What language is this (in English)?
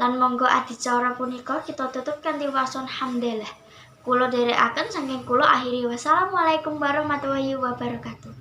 Javanese